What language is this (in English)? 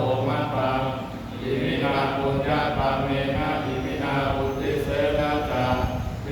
Pali